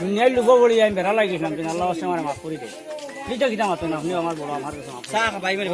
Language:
Sylheti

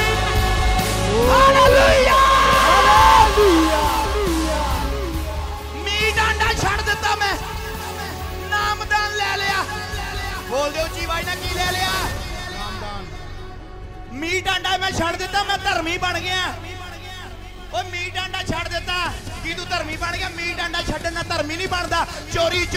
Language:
Punjabi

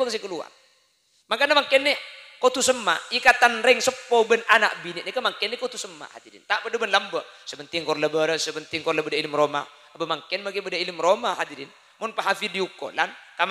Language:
Madurese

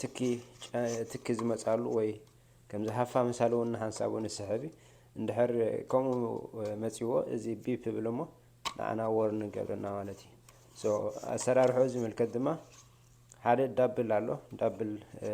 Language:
Tigrinya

